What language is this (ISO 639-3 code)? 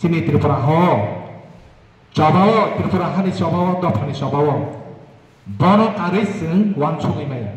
trp